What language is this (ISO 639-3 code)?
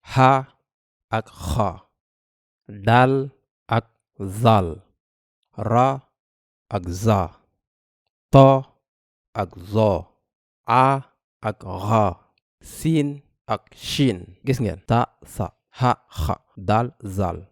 wol